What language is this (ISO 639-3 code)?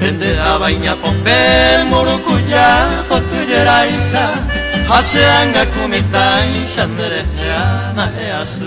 grn